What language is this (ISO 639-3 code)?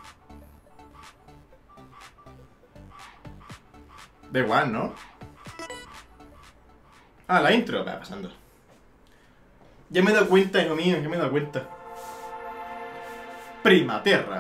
spa